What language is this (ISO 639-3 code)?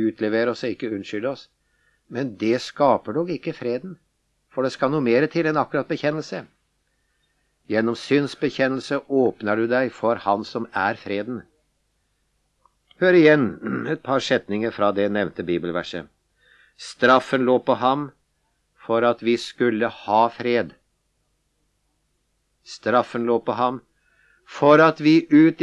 nor